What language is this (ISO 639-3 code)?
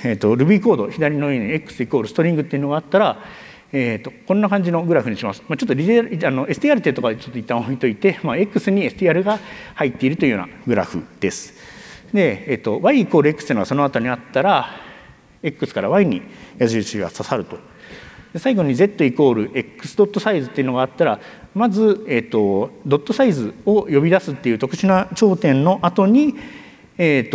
jpn